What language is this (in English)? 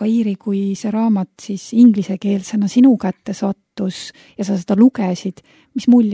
Estonian